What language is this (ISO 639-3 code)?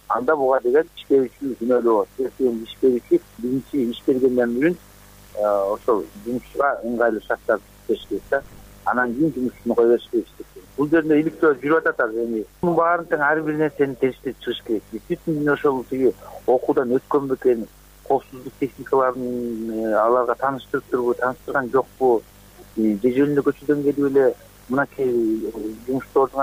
kir